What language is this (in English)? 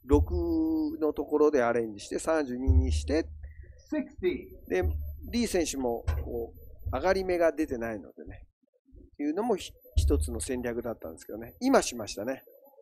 Japanese